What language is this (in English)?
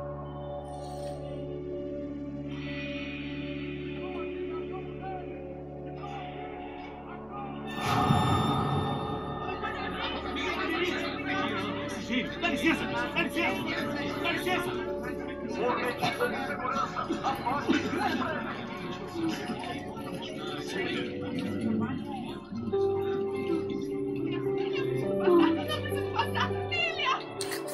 Portuguese